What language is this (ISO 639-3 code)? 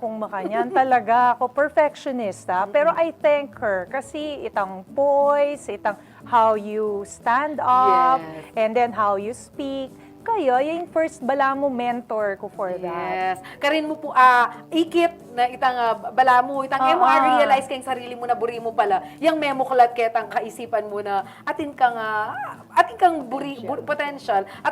pam